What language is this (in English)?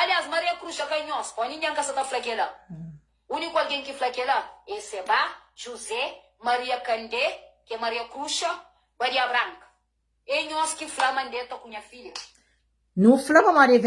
Kabuverdianu